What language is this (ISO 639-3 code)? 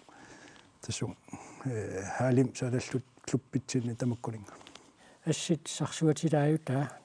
kal